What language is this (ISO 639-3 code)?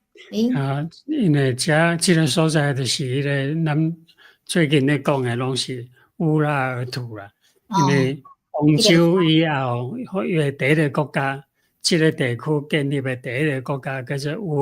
nan